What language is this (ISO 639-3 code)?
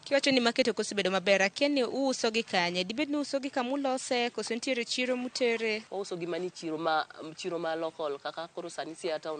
luo